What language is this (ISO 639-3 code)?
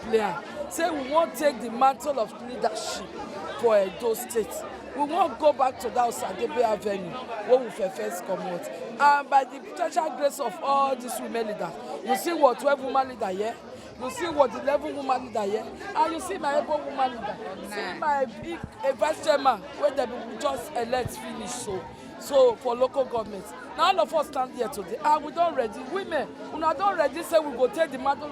pcm